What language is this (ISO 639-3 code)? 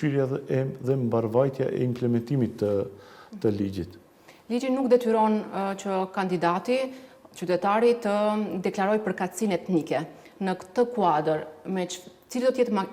sqi